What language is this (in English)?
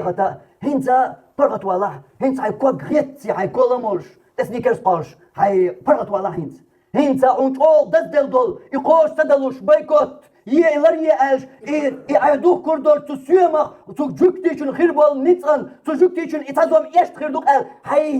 Chechen